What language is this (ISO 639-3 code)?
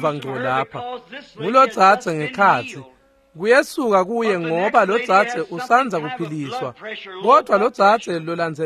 ssw